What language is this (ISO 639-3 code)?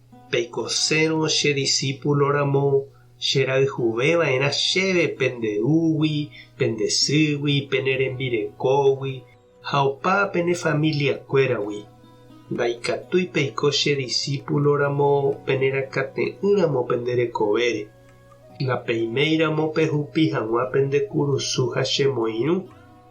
grn